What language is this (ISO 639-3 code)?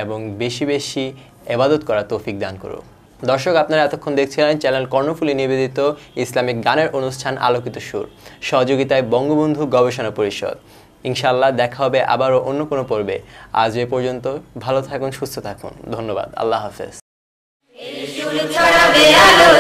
ben